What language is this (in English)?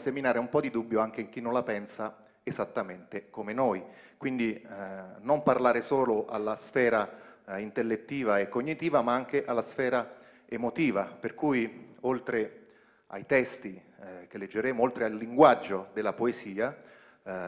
Italian